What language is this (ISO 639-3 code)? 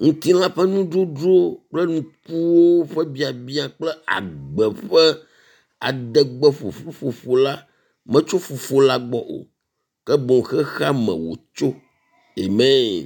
ewe